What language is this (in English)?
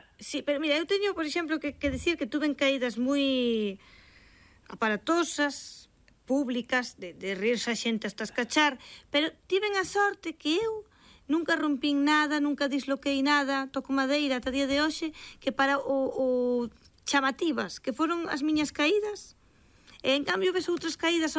Galician